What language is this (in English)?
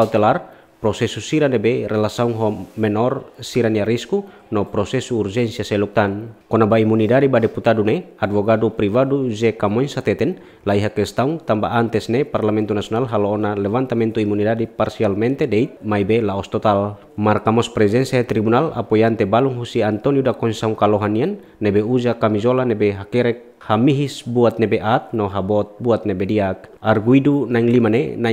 Tetum